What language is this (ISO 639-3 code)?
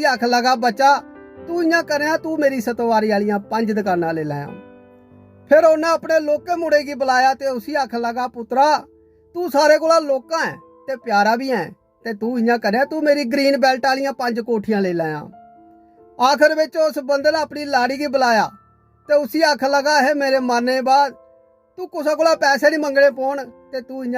doi